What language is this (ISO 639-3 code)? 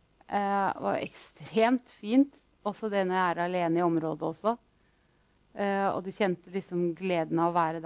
nor